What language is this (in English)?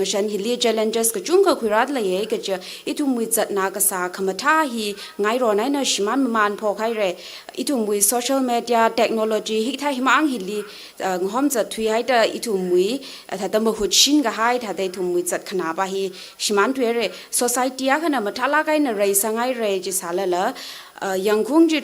Tangkhul Naga (India)